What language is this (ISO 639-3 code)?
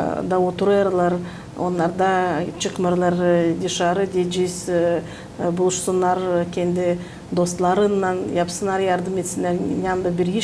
gag